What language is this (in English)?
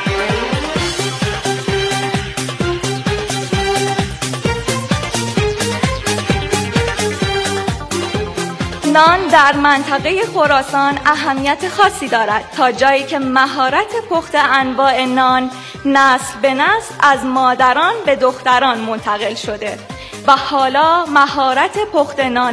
Persian